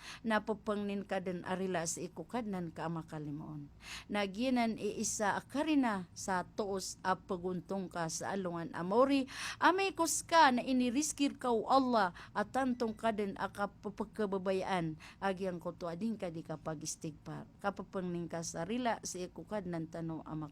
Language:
Maranao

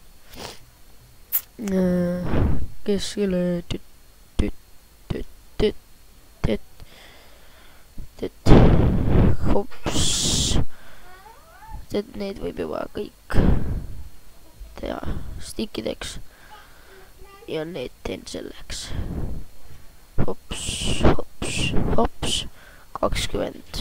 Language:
Estonian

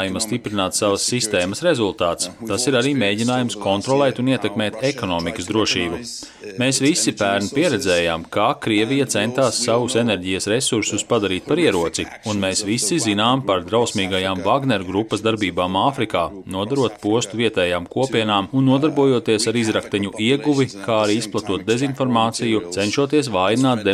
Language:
Latvian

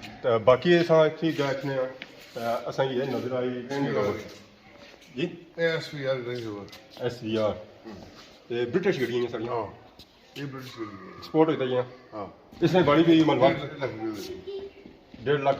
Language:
Pahari-Potwari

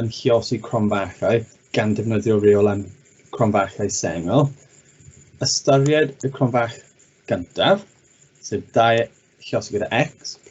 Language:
Welsh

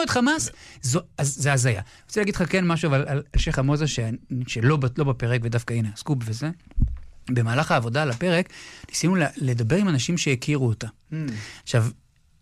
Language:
Hebrew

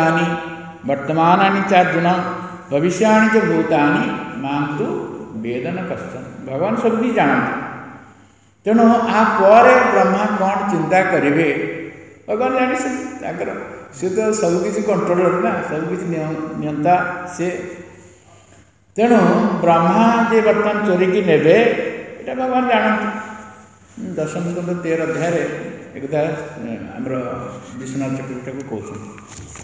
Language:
Odia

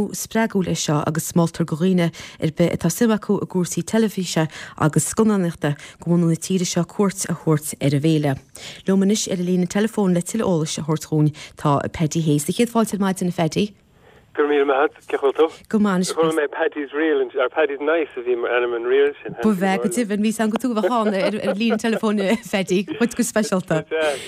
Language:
Irish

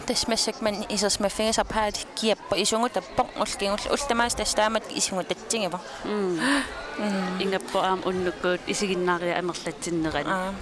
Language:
Kalaallisut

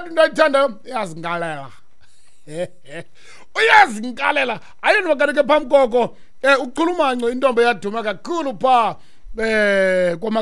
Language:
Xhosa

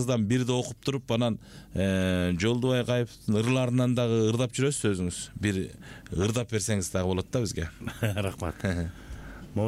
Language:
Kyrgyz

